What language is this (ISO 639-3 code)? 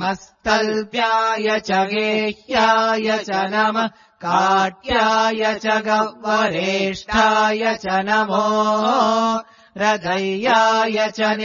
san